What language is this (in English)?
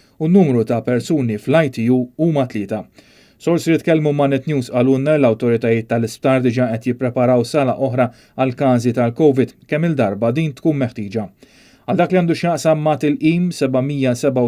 Maltese